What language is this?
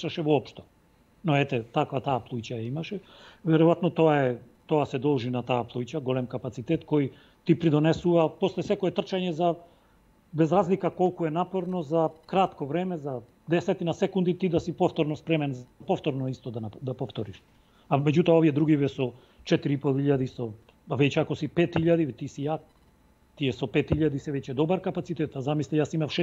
Macedonian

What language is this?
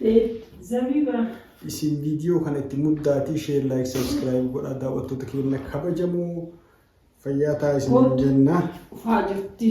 Oromo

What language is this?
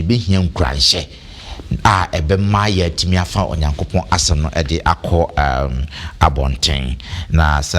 Akan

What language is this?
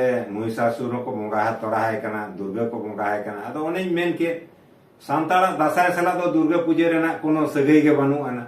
Santali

